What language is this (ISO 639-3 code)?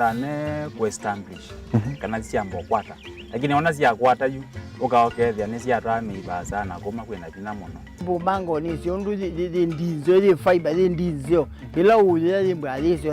kam